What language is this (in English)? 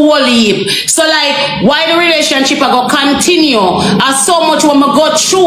Jamaican Creole English